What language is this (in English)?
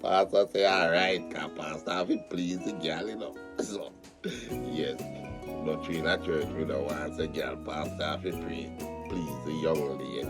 Jamaican Creole English